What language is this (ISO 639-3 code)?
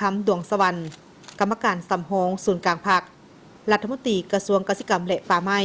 lao